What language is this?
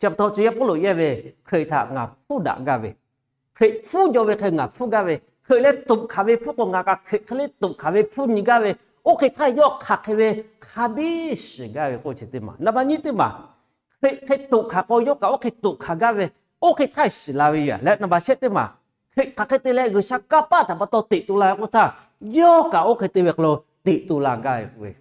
Lahu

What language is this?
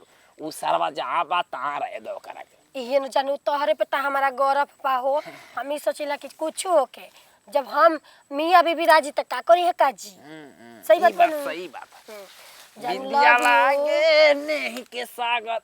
Bhojpuri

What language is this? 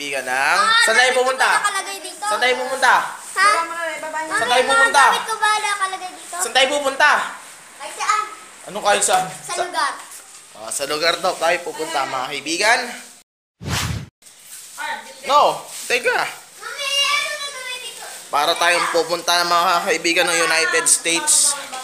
Filipino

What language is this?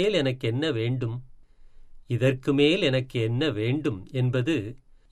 Tamil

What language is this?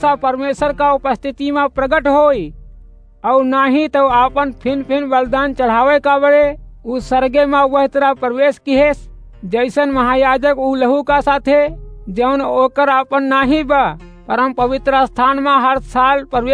Awadhi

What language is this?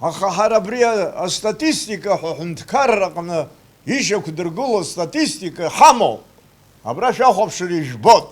Abkhazian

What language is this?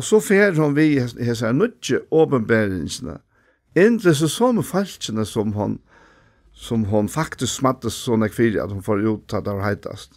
Faroese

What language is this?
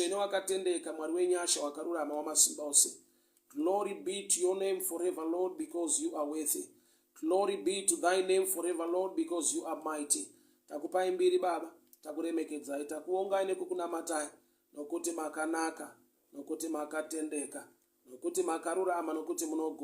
Shona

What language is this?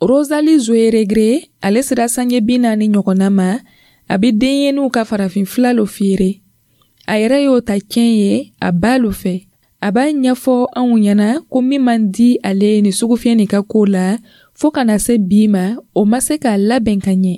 Dyula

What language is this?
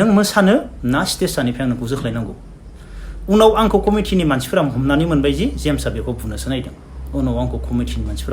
Bodo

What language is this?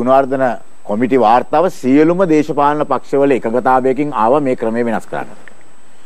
Sinhala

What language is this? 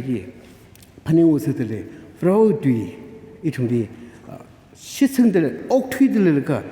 Tangkhul Naga (India)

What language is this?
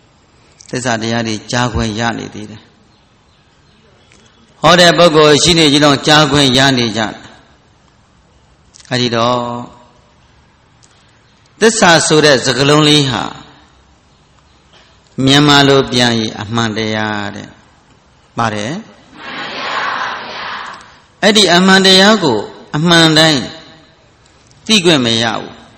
Burmese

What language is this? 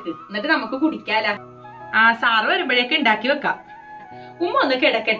Malayalam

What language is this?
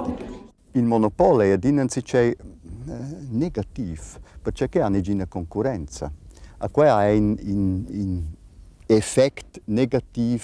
Romansh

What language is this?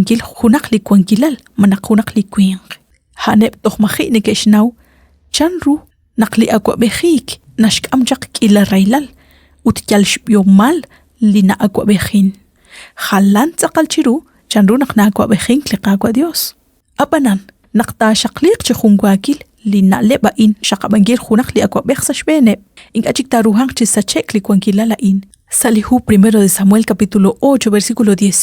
Kekchí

